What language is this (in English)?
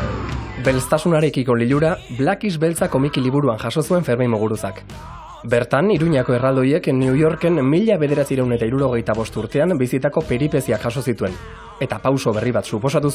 Basque